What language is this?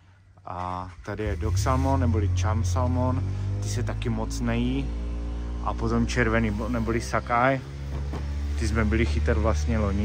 Czech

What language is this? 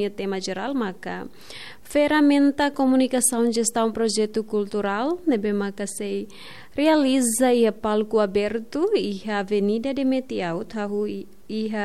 Tetum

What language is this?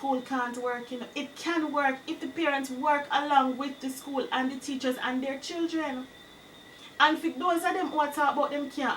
Jamaican Creole English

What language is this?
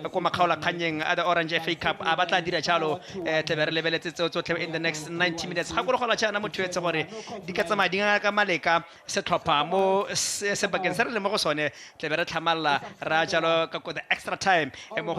Tswana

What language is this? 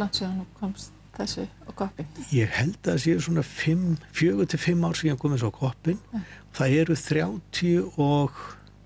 Icelandic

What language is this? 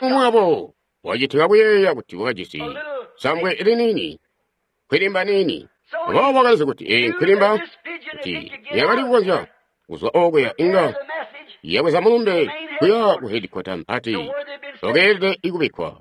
Tonga (Zambia)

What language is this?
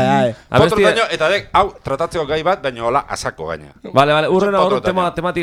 Basque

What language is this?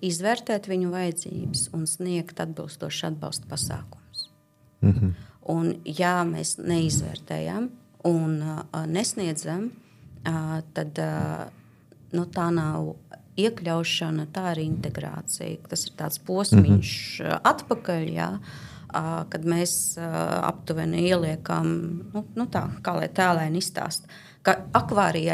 Latvian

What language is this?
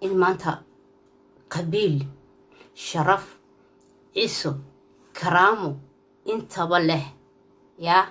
Somali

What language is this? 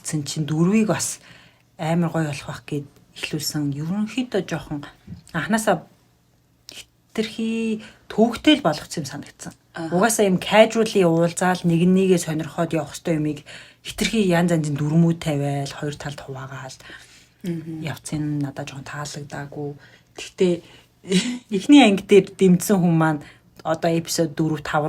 Mongolian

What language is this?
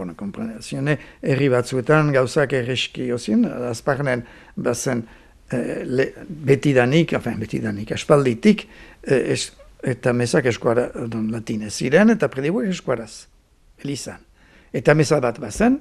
Basque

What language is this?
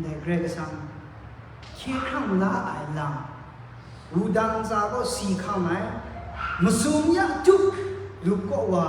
Kachin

